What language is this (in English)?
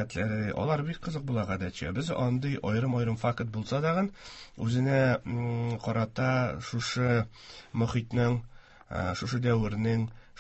Tatar